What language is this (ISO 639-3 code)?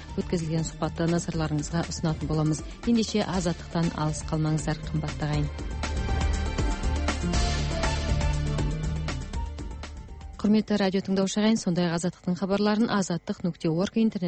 kaz